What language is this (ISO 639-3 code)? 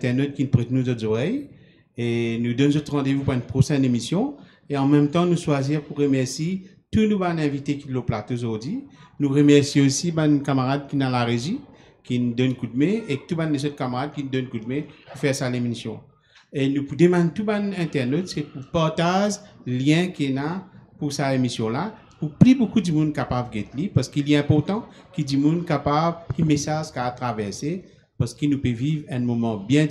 mfe